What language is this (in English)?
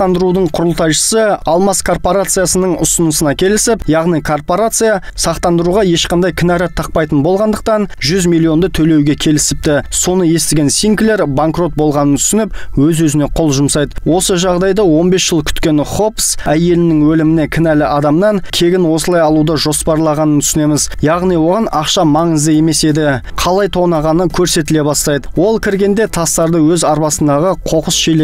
Kazakh